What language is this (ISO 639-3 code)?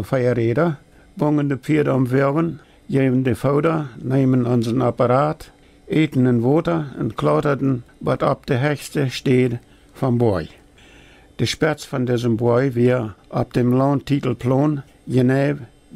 pdt